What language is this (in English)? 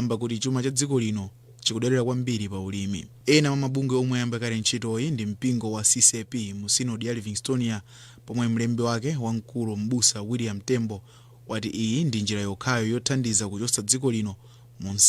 Nyanja